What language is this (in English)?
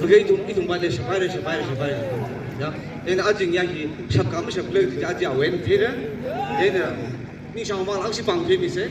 Tangkhul Naga (India)